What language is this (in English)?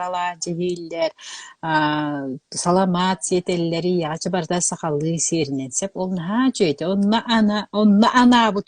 Yakut